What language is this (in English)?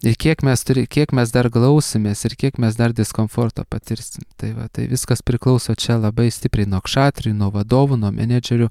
Lithuanian